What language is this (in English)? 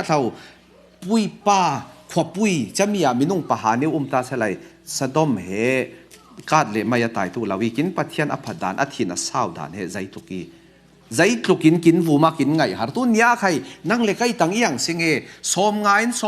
Falam Chin